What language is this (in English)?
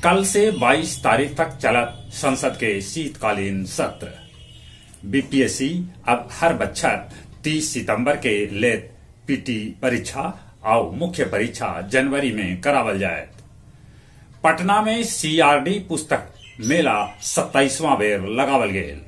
Magahi